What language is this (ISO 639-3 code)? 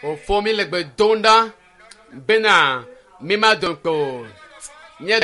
ewe